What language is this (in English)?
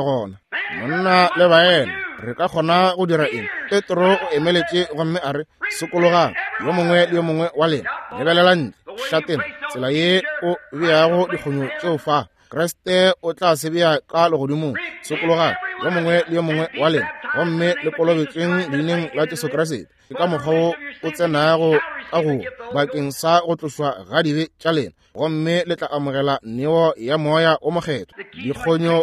Northern Sotho